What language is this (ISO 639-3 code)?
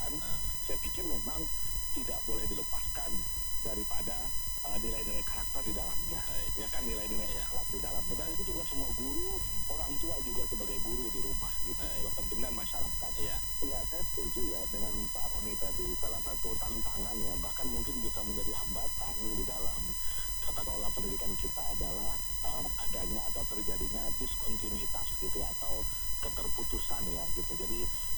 ind